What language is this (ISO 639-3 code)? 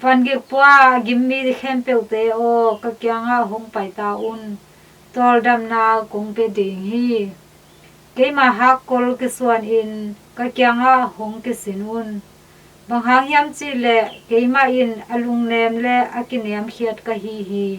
ctd